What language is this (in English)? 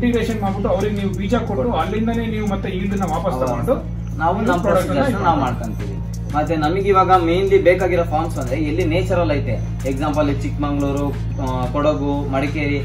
Kannada